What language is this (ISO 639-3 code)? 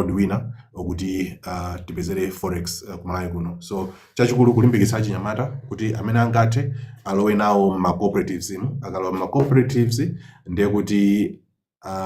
nya